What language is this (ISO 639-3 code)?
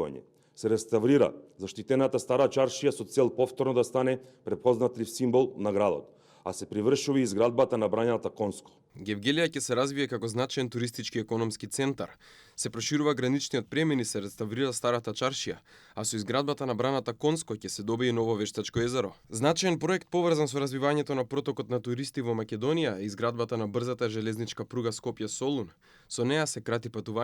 mkd